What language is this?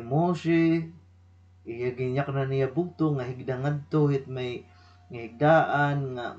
Waray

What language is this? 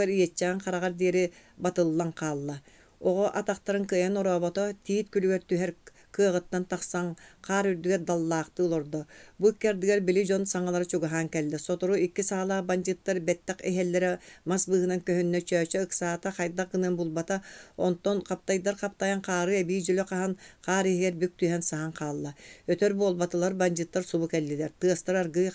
Yakut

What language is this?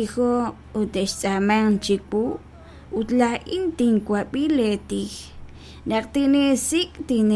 Kekchí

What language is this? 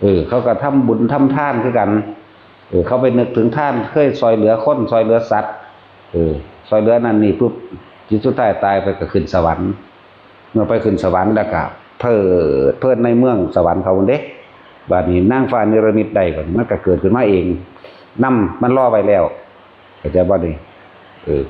Northeastern Thai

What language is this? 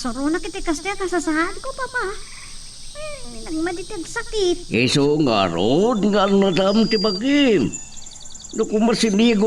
Iloko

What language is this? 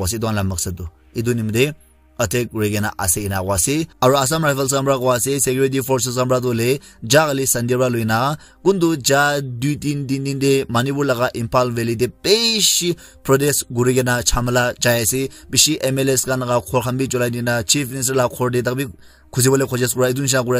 Naga Pidgin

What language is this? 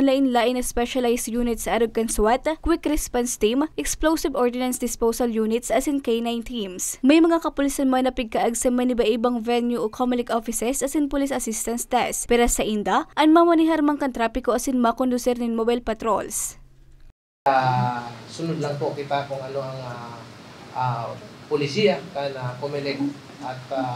Bikol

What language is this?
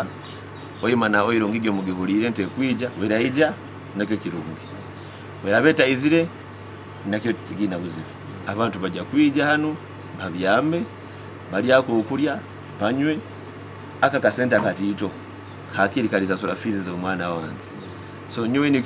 Nyoro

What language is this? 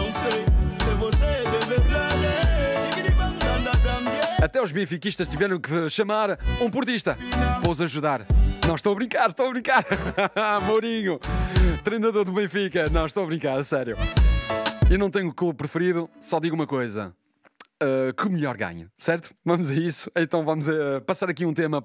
Portuguese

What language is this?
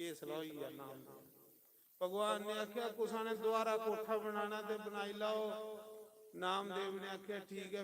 Dogri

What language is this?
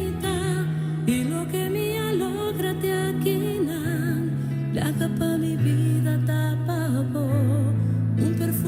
Papiamento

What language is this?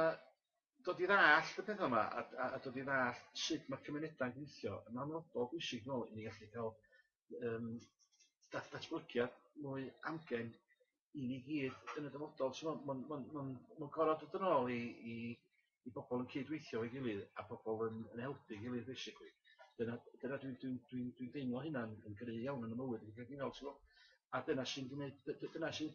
Welsh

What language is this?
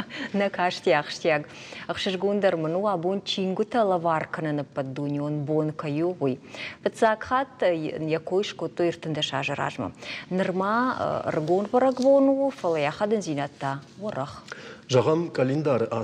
Ossetic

